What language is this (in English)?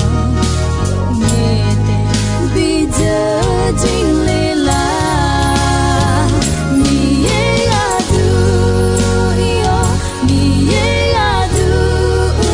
Akha